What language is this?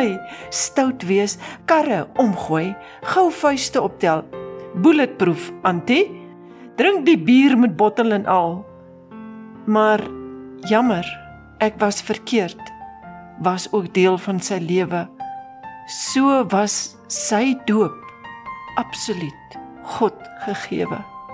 Afrikaans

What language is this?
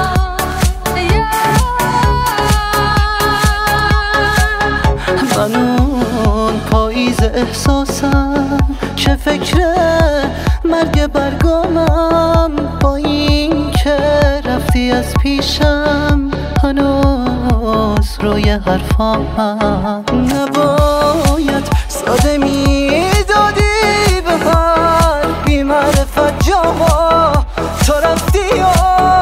Persian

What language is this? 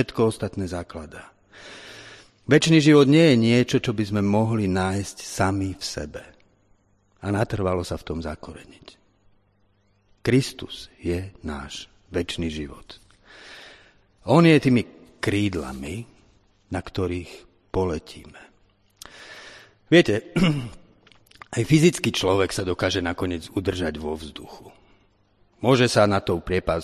Slovak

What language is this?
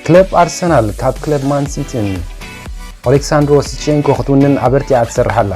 Tigrinya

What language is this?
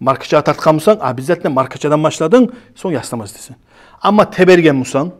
Kumyk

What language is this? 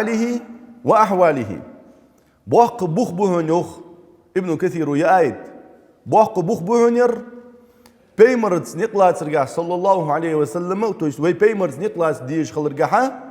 Ingush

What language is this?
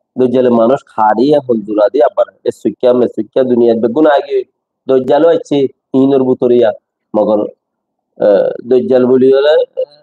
Rohingya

